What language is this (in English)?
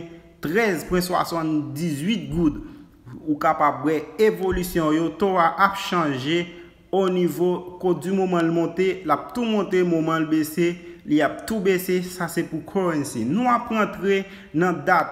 Haitian Creole